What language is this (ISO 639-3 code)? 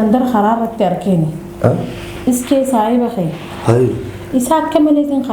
orm